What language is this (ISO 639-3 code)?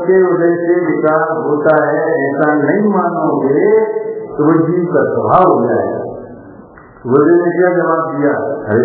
hin